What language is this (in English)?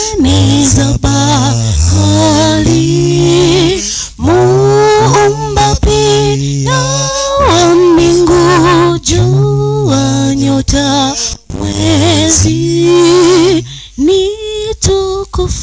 Swahili